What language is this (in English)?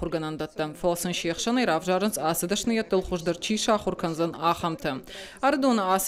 Ossetic